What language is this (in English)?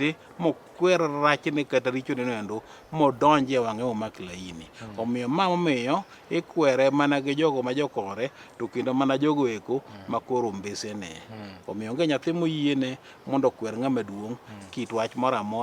Luo (Kenya and Tanzania)